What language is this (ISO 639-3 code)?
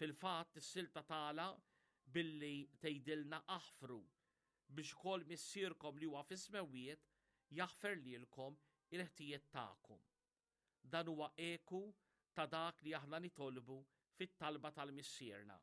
mlt